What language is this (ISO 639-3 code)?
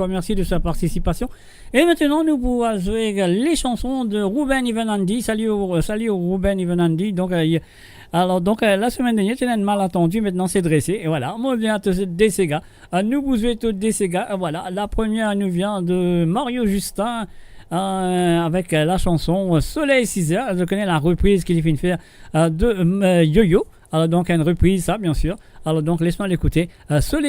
mfe